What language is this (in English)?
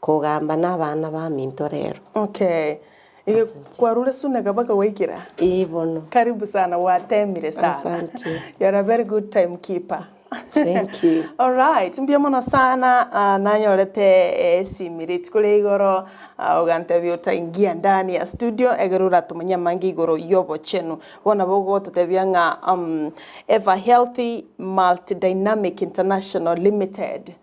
Gusii